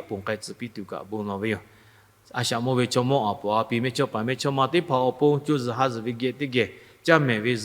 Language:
Lahu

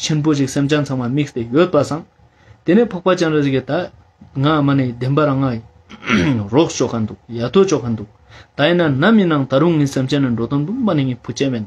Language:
Ladakhi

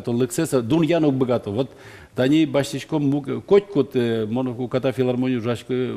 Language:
Udmurt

